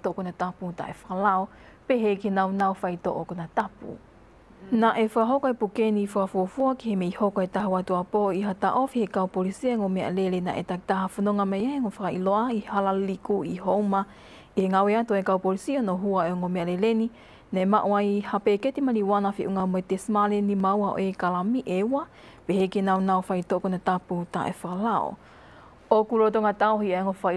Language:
Tongan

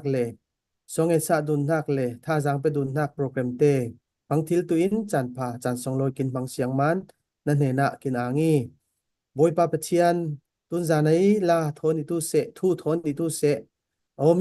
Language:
Falam Chin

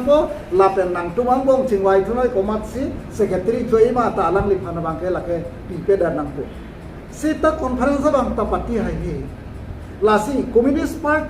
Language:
Karbi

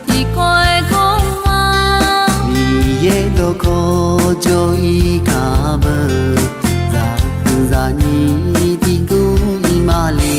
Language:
Akha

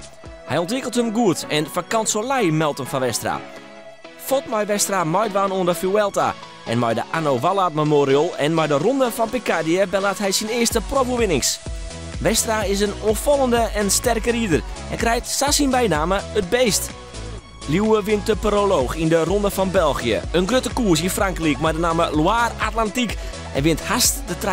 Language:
Western Frisian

